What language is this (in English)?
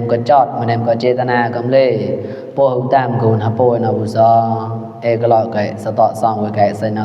Mon